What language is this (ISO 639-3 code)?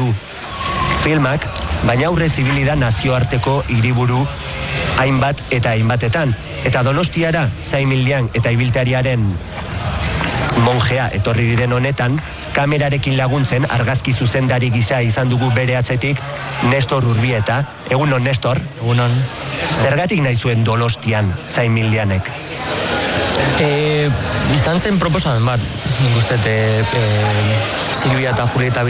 eus